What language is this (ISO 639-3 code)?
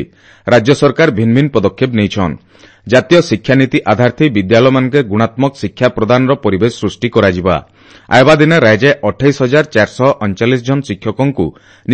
ori